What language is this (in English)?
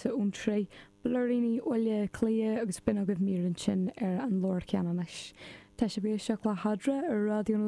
Irish